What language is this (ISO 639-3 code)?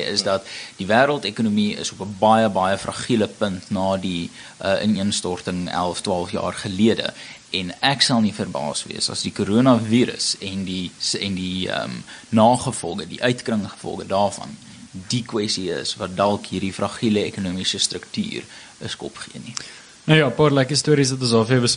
afr